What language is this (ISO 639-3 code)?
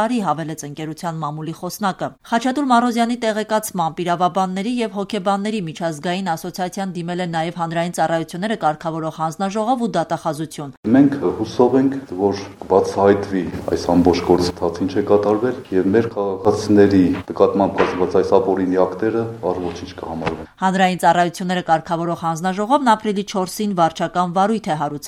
hye